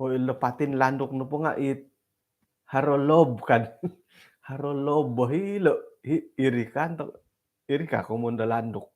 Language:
Central Dusun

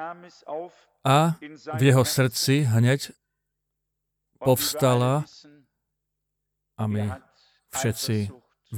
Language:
Slovak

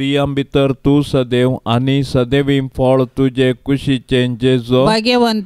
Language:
Konkani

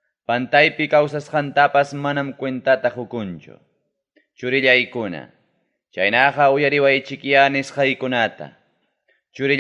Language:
Ayacucho Quechua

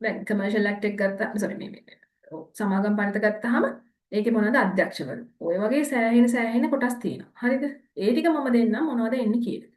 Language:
Sinhala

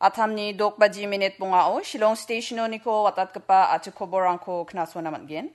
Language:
Garo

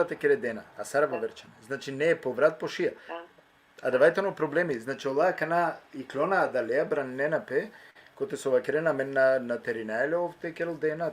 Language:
Balkan Romani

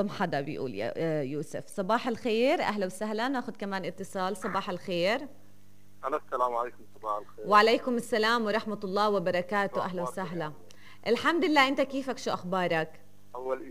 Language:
North Levantine Arabic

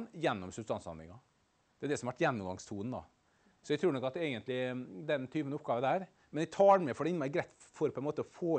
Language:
Norwegian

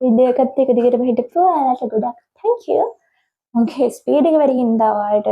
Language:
Sinhala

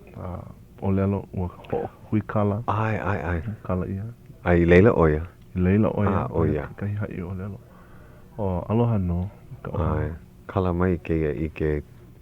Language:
Hawaiian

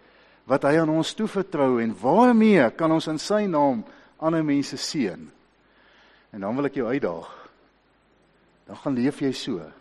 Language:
Afrikaans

